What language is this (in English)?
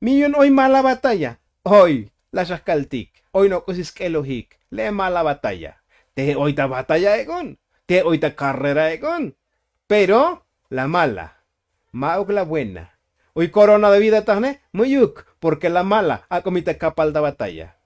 Tzotzil